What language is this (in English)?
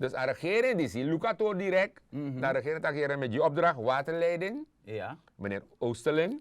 Sranan Tongo